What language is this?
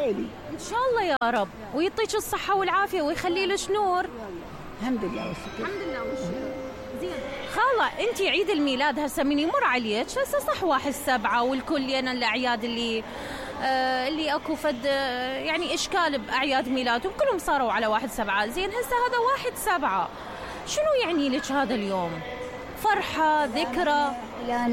Mesopotamian Arabic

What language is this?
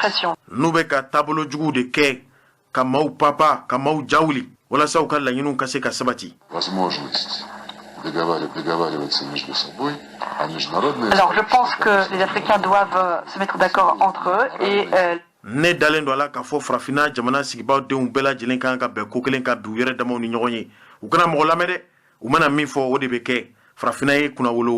Bambara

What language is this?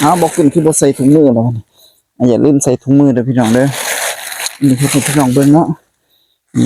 Northeastern Thai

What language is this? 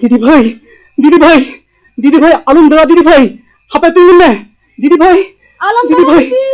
Santali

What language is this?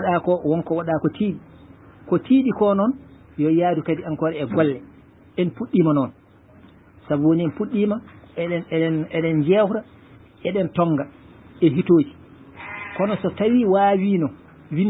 Fula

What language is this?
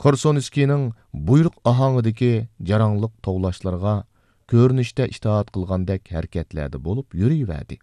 Uyghur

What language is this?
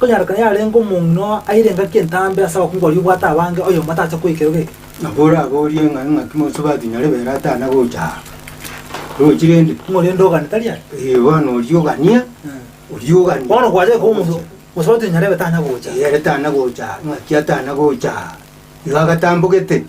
Gusii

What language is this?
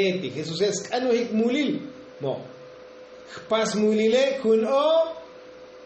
Tzotzil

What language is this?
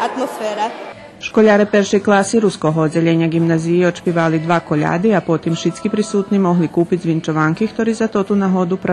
Rusyn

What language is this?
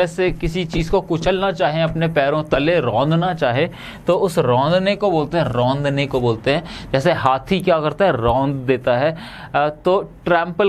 Hindi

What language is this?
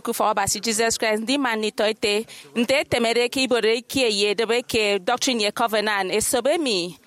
Efik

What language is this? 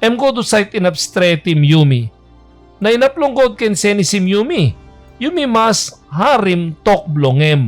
Tok Pisin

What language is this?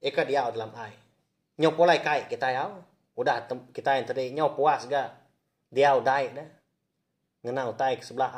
Iban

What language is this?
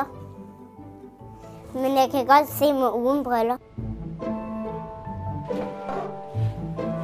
Danish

